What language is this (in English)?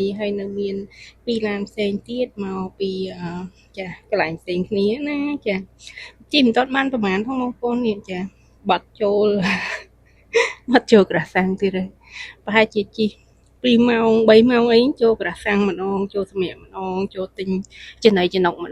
Khmer